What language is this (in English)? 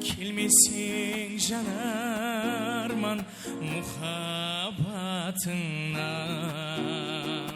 Kara-Kalpak